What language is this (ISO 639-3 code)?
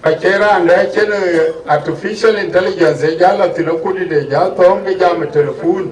din